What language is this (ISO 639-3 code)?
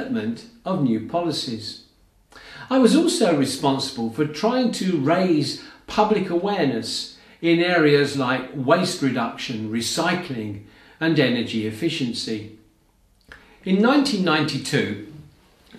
eng